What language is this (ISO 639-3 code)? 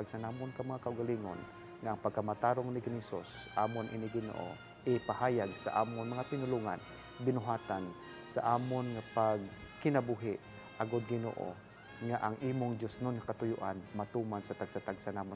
hil